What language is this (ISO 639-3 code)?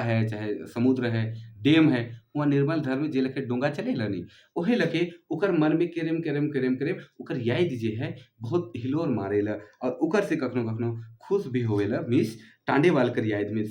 sck